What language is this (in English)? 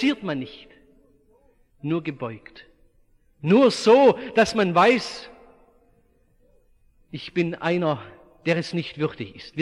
German